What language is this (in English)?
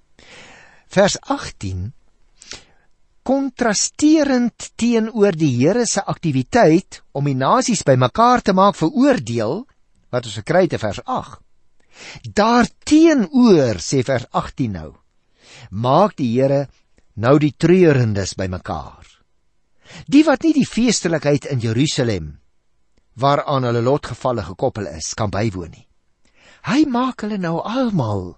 Afrikaans